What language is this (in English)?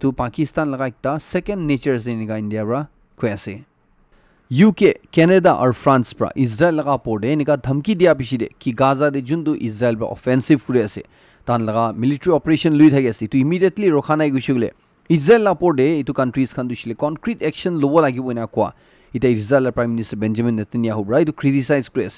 Naga Pidgin